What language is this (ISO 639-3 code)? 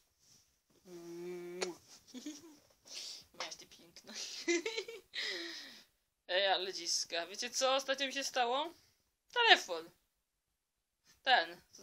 pol